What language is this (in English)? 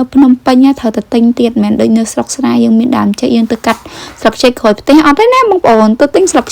Khmer